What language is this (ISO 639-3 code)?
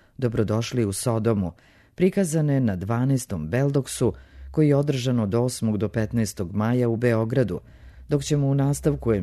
srp